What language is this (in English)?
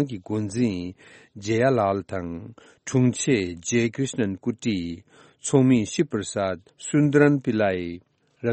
Tibetan